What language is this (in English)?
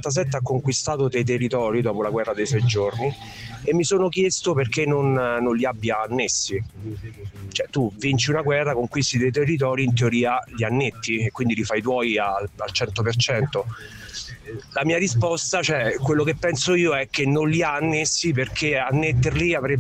Italian